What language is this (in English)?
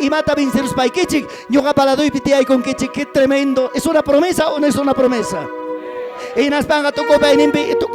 Ayacucho Quechua